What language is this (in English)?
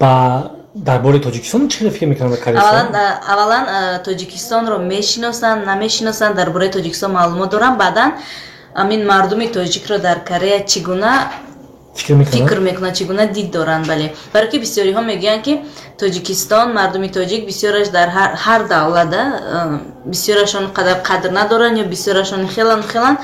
Tajik